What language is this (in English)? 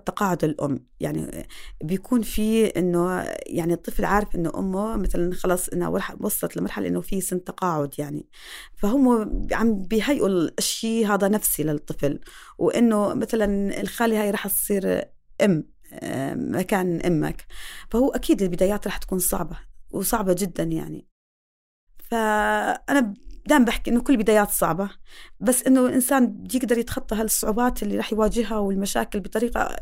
North Levantine Arabic